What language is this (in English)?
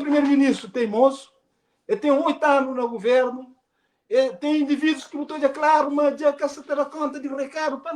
Kabuverdianu